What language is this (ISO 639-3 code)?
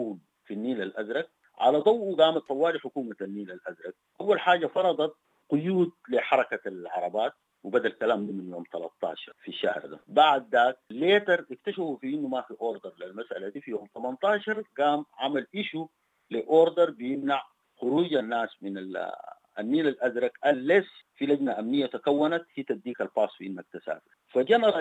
apd